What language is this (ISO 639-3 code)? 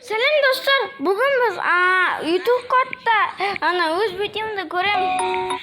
kaz